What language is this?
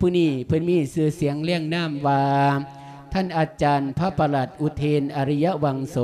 Lao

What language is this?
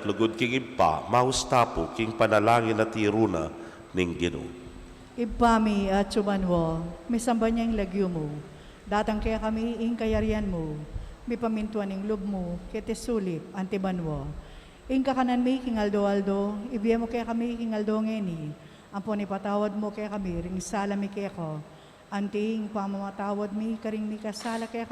Pampanga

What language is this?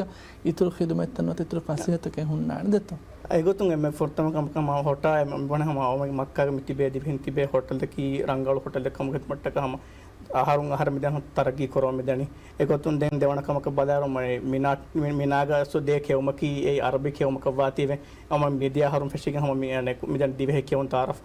Divehi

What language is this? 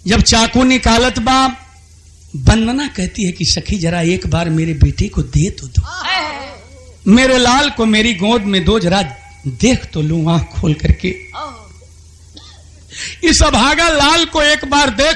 Bhojpuri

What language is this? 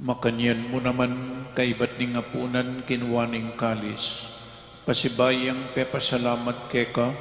Pampanga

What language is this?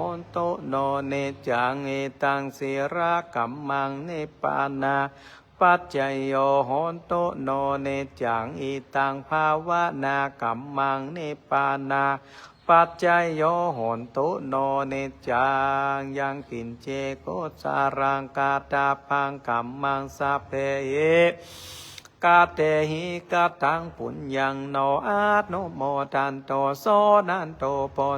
Pali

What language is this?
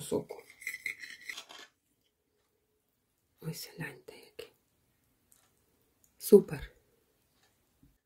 Ukrainian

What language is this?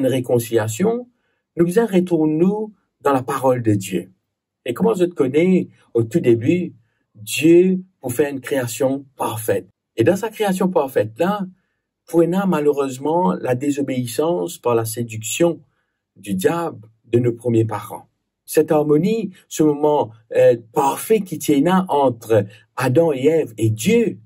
Morisyen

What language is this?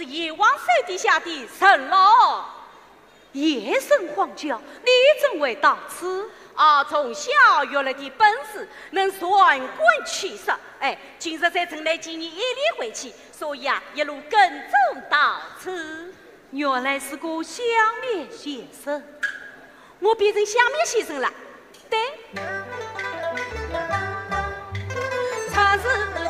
Chinese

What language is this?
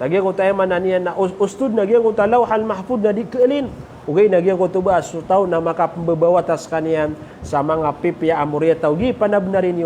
Maranao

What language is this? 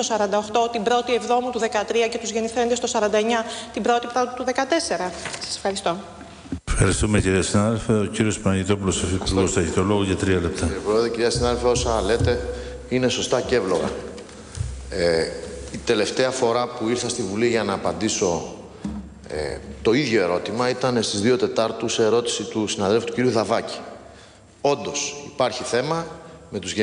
Greek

